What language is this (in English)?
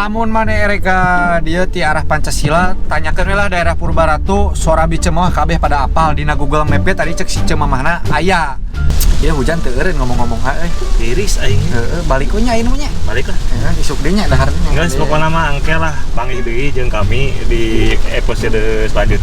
Sundanese